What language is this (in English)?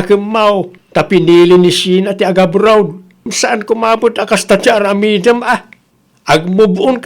Iloko